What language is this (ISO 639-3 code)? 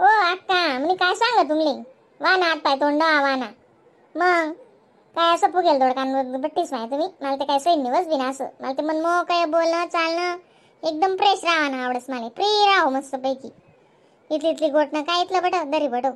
khn